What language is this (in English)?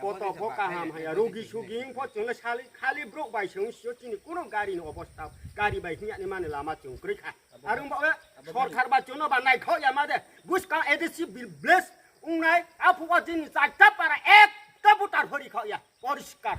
Riang (India)